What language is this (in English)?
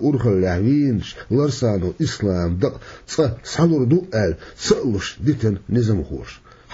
Chechen